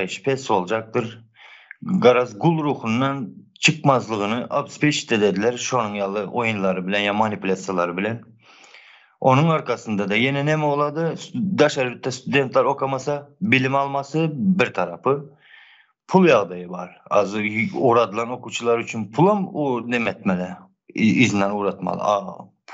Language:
Turkmen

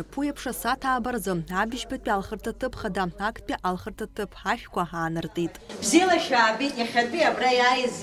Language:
Abkhazian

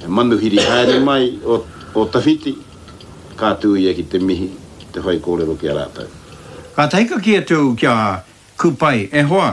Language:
Māori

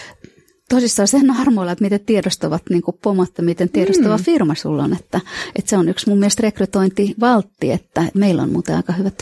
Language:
Finnish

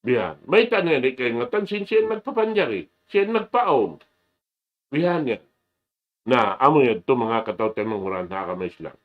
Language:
Tausug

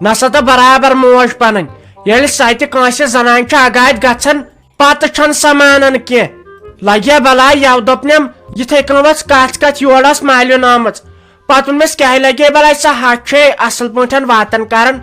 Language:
Kashmiri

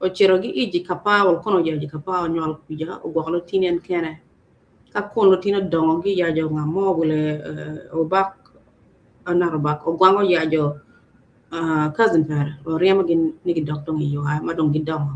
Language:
Acoli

